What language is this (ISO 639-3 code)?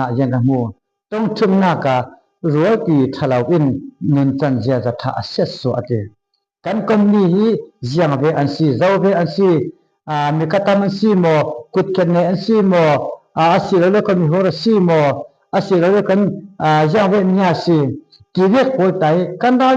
cfm